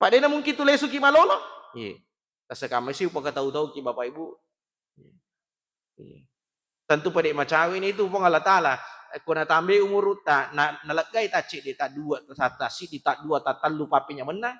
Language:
Buginese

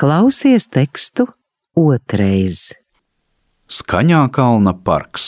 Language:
Latvian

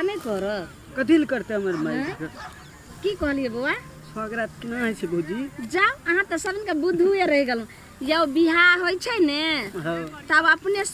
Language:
Maithili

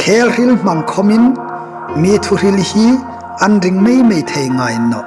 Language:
Hmar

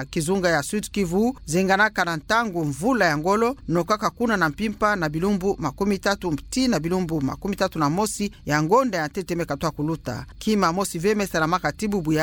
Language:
Kituba (Democratic Republic of Congo)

